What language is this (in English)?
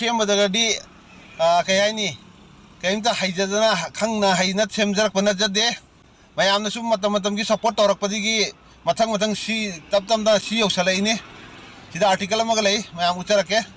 Manipuri